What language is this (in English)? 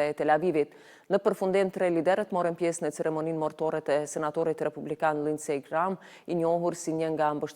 Albanian